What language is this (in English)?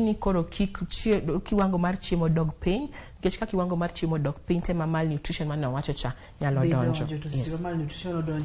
Luo (Kenya and Tanzania)